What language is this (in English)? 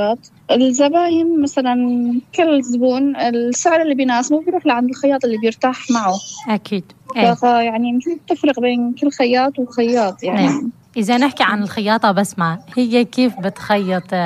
North Levantine Arabic